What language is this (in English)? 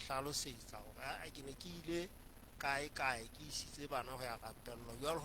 Southern Sotho